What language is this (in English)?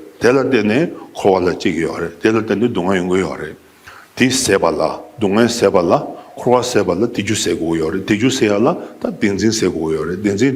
Tibetan